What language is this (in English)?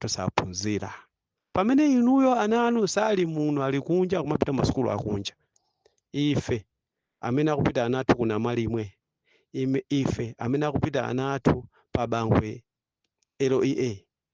Nyanja